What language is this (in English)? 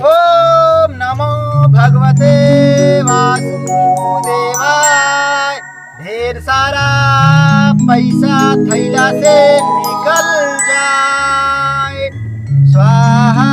Awadhi